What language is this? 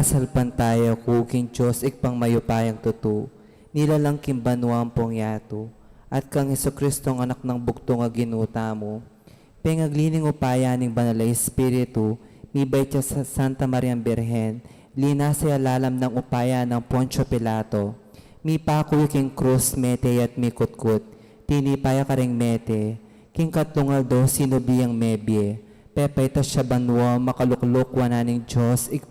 Pampanga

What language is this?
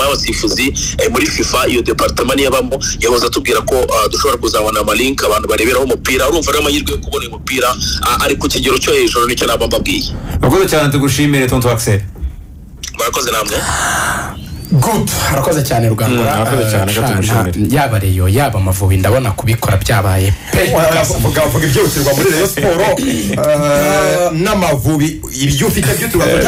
Kinyarwanda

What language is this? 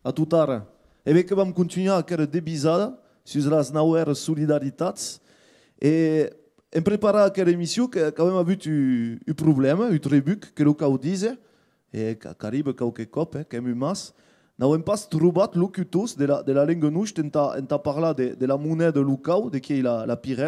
Occitan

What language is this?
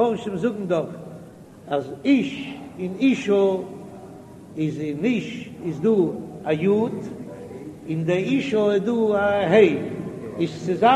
Yiddish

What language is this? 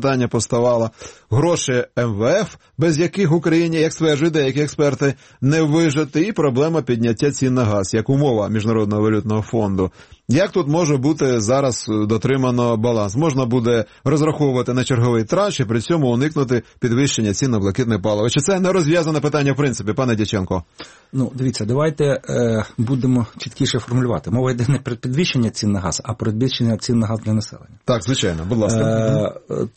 Ukrainian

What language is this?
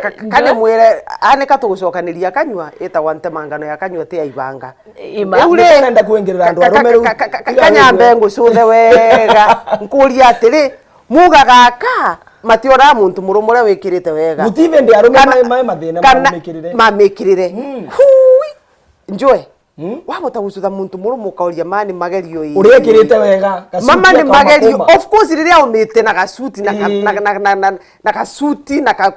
Meru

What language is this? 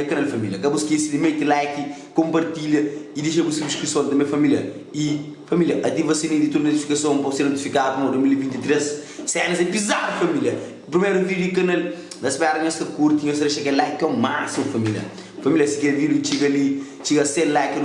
Kabuverdianu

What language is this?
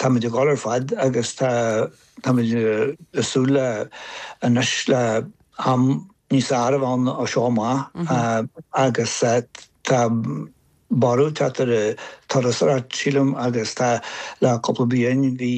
Irish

